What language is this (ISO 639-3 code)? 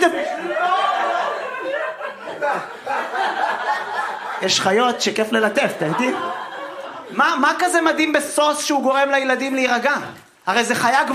heb